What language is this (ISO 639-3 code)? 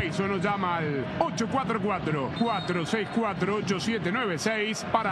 spa